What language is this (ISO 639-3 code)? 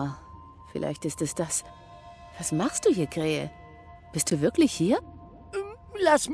gsw